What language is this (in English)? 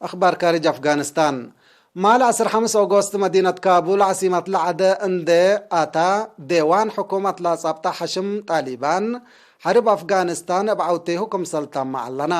Tigre